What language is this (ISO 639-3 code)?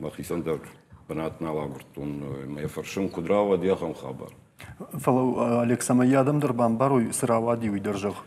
oss